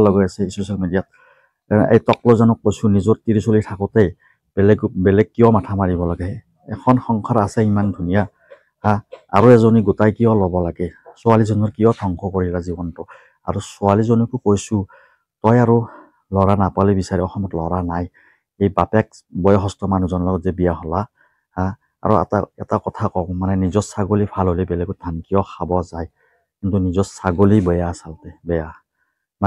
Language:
Assamese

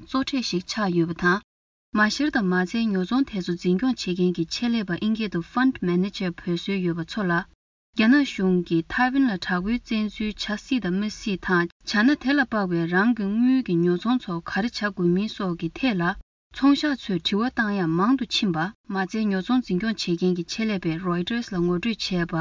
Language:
Tibetan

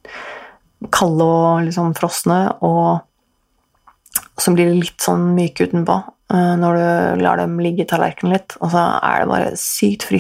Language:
Norwegian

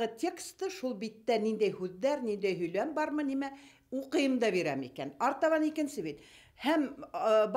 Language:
Bashkir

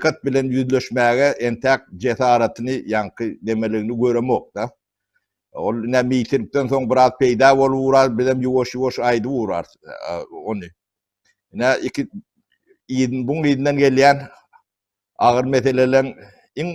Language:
Turkmen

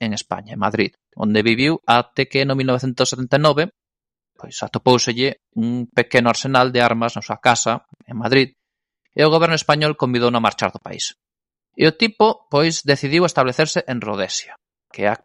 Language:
Galician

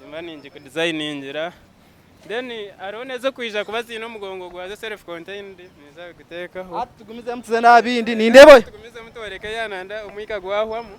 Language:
Nyankole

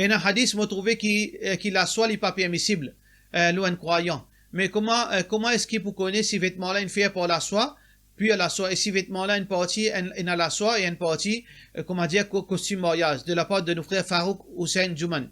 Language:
Morisyen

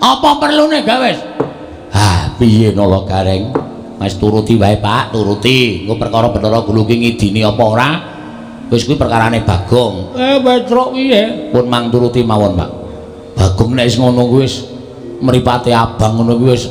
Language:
Javanese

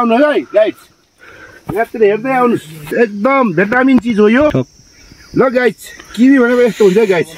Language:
Nepali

